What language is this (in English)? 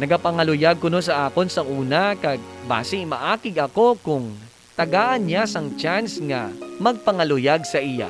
Hiligaynon